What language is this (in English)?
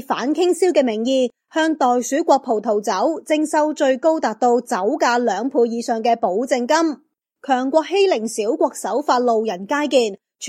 Cantonese